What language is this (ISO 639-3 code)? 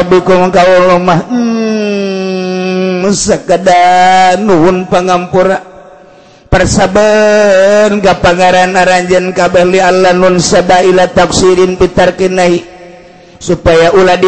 sun